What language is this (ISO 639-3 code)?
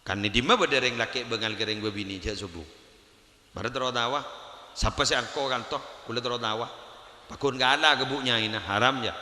mad